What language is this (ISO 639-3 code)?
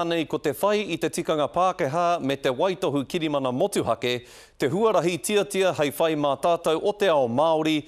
mri